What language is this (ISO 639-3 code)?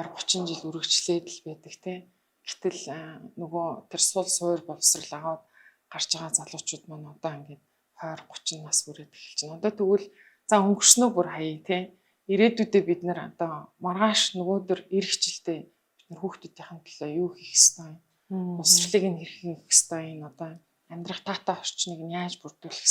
mon